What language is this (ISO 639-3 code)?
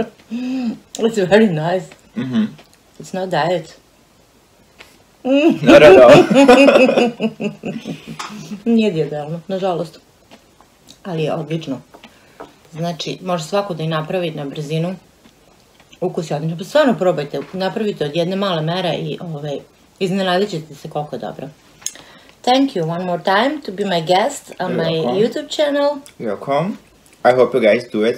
srp